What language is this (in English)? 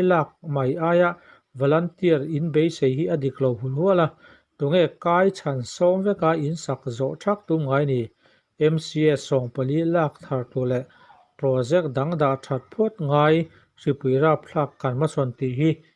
Mizo